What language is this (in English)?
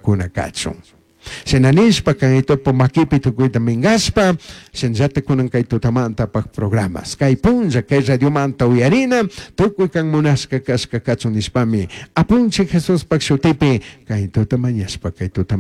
Chimborazo Highland Quichua